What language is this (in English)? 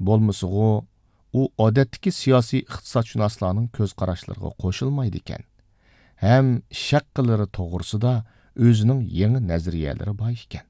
Uyghur